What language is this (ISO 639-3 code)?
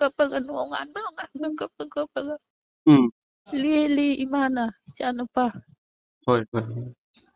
mni